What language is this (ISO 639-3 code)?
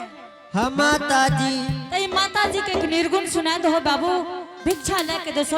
anp